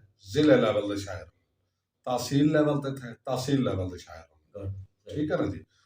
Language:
Saraiki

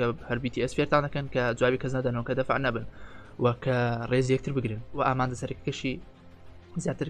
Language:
Central Kurdish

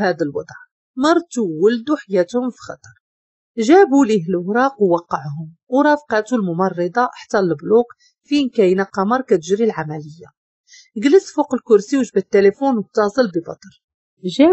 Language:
Moroccan Arabic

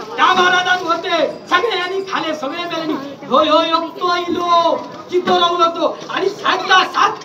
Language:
Konkani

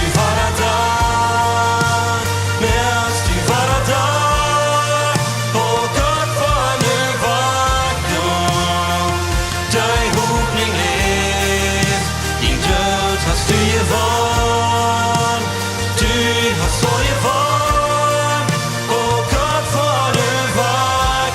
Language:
Plautdietsch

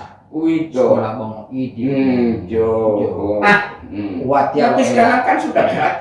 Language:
Gorontalo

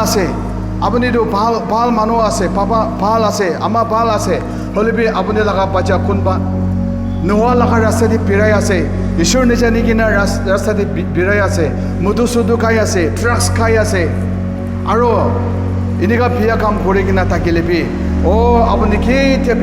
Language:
Naga Pidgin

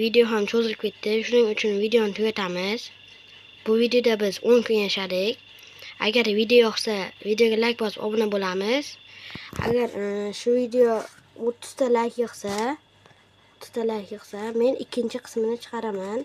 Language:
Uzbek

